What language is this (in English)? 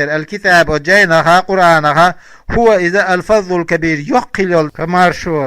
Chechen